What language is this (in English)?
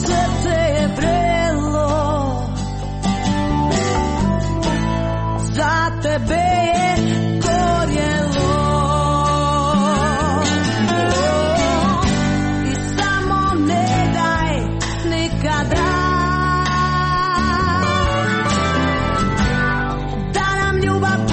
Croatian